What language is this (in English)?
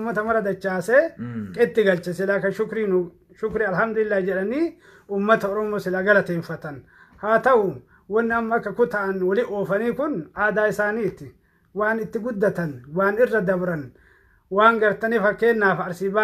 Oromo